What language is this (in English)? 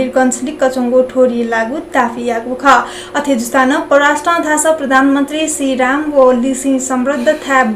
Newari